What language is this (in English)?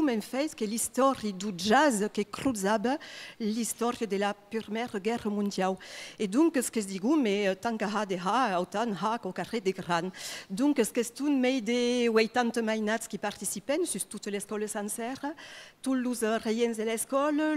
Occitan